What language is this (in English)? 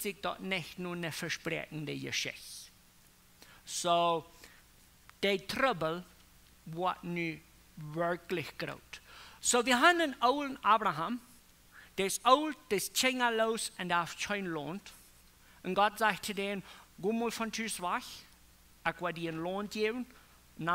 Plautdietsch